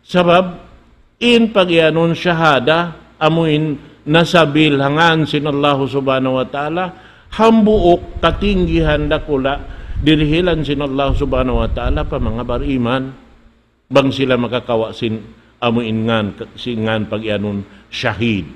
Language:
Tausug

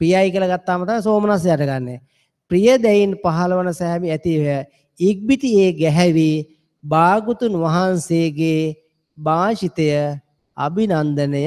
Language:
Sinhala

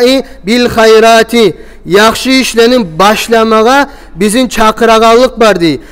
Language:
Kumyk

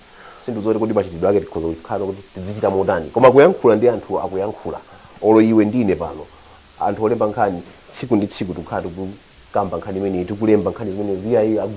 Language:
Nyanja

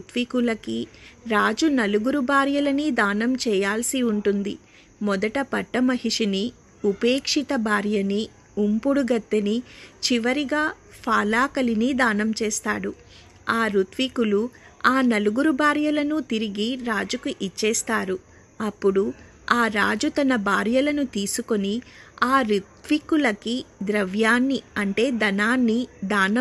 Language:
Telugu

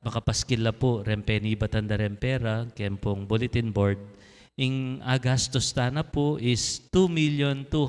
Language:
Pampanga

